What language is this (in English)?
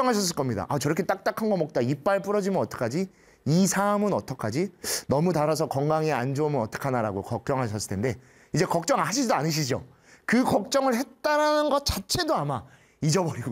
Korean